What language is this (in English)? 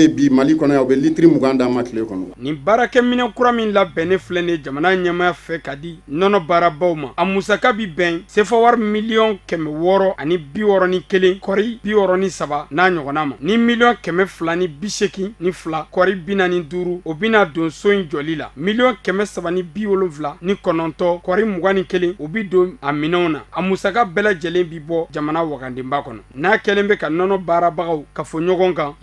Bambara